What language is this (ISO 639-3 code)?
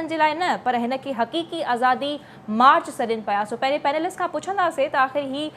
snd